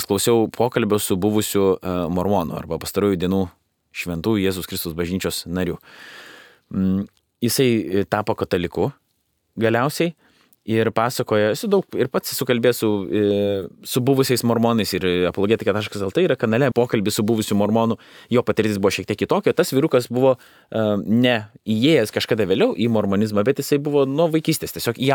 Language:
Lithuanian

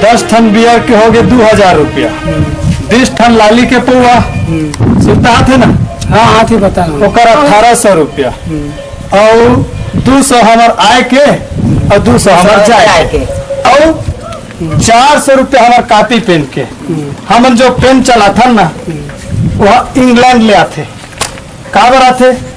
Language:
Chhattisgarhi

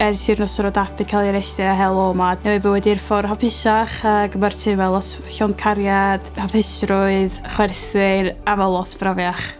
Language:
Welsh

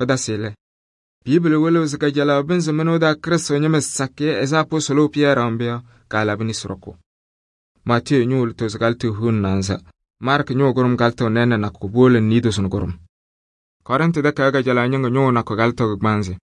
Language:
Kabiyè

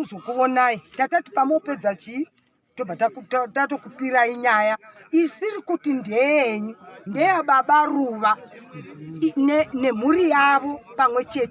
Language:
Shona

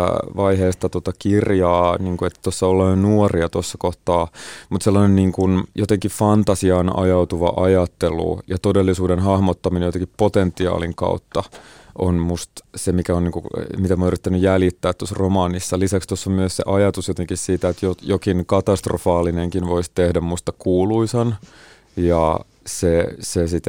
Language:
Finnish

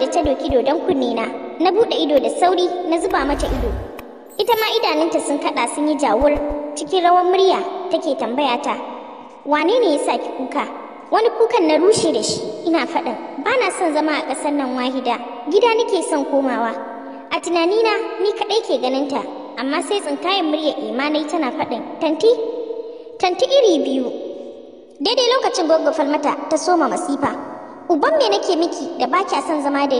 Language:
Hausa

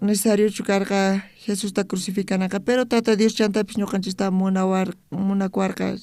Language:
South Bolivian Quechua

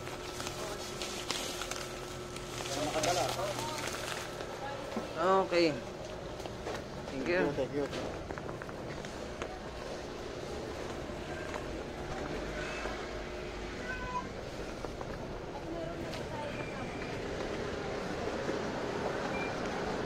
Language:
Filipino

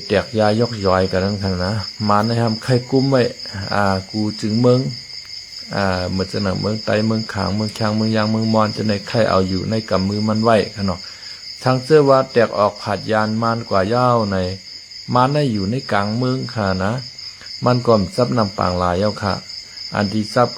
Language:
Shan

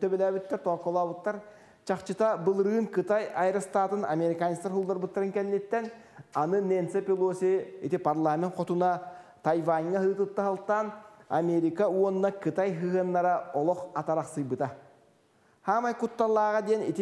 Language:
Yakut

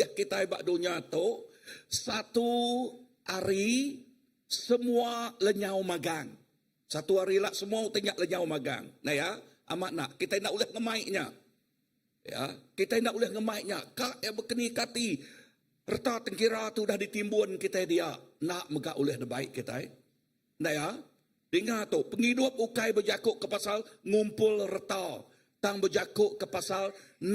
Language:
Iban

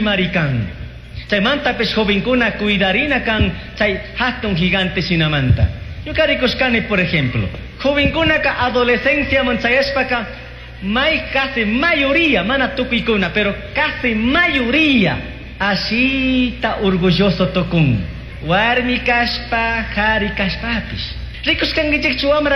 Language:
Chimborazo Highland Quichua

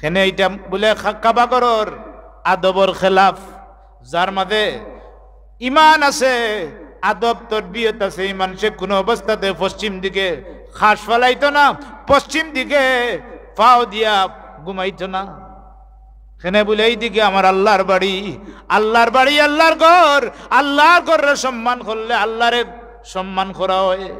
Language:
Sylheti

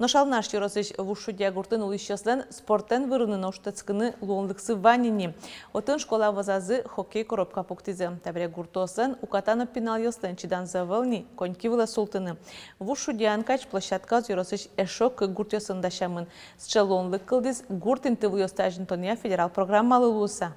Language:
Udmurt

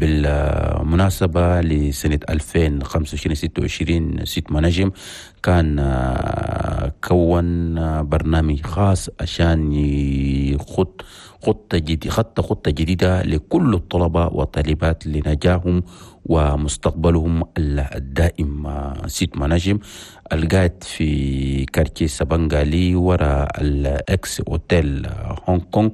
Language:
Chadian Arabic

